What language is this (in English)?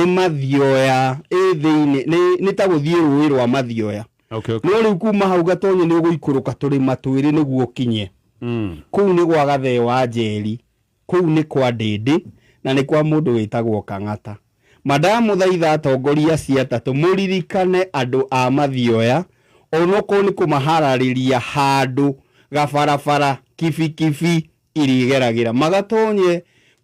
Kikuyu